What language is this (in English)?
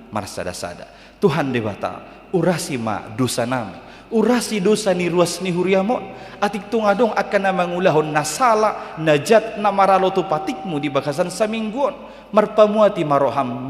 Batak Toba